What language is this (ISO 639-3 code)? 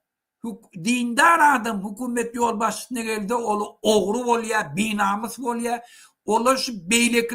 tuk